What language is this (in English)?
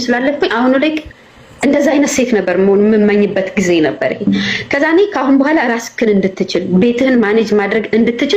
Amharic